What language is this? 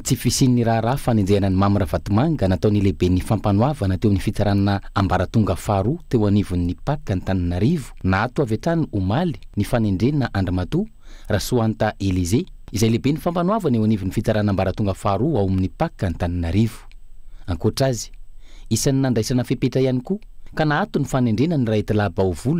Malagasy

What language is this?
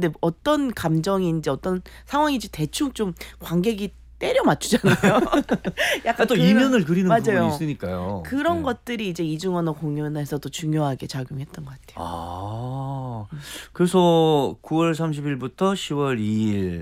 Korean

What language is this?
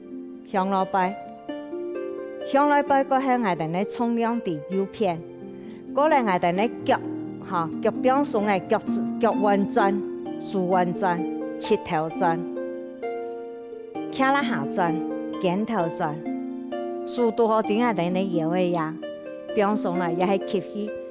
Hakka Chinese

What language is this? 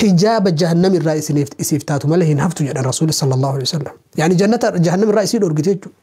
Oromo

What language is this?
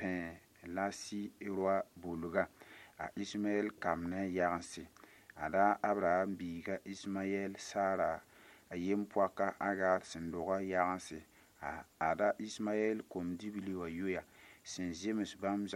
Mossi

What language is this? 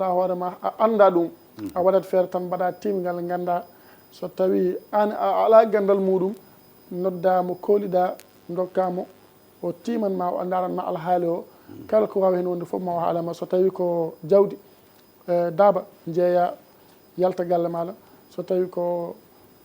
Fula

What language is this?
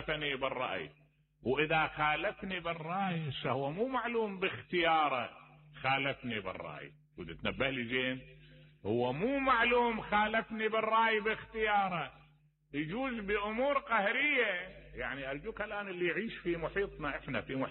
Mesopotamian Arabic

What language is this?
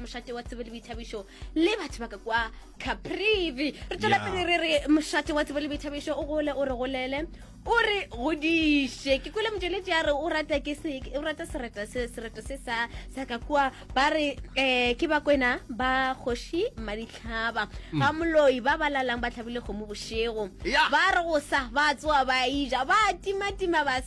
Northern Sotho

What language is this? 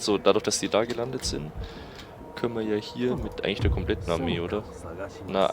Bavarian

